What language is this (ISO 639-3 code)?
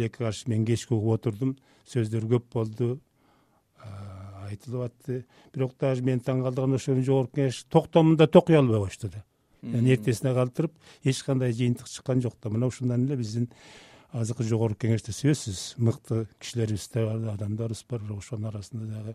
kir